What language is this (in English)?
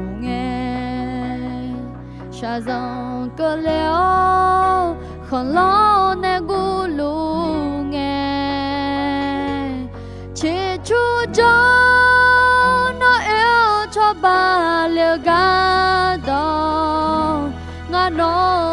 Akha